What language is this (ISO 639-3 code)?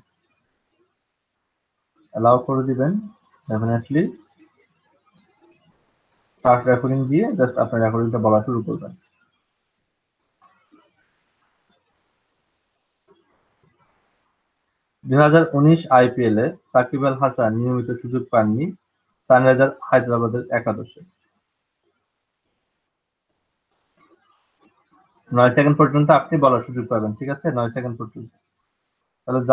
ben